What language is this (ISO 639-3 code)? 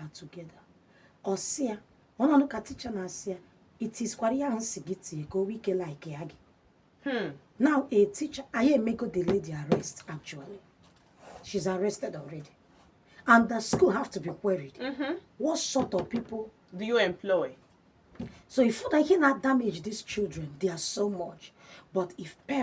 ibo